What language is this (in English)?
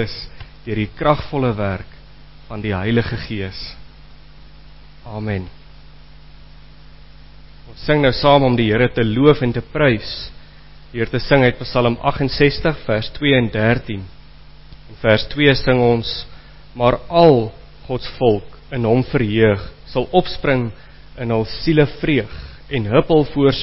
Afrikaans